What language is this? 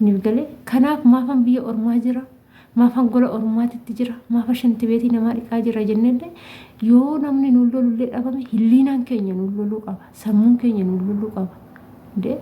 Oromo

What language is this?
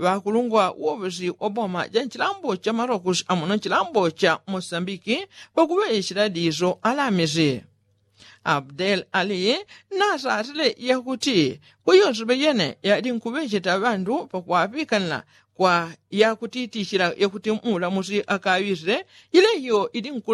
Yao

